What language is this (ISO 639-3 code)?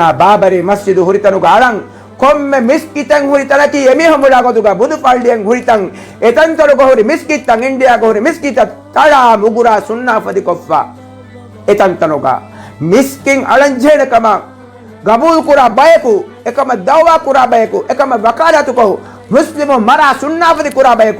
div